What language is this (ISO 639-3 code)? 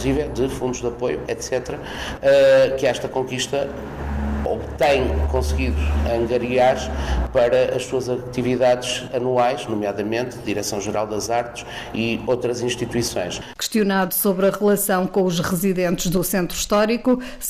por